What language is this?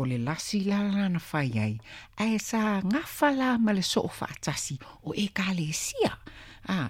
Samoan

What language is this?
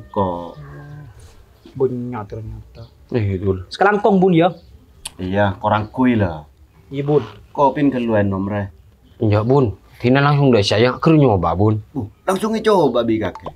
Madurese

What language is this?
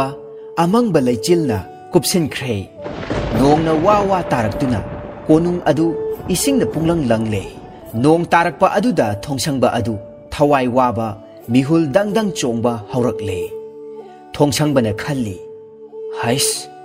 Manipuri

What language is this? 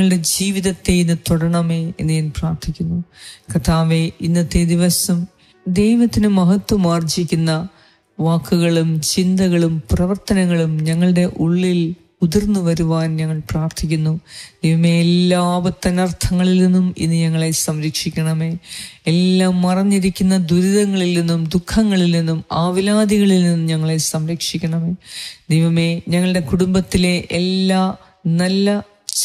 Malayalam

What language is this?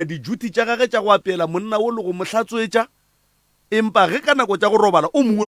Northern Sotho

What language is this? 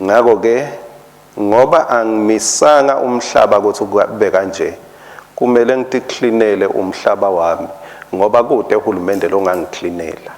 Swati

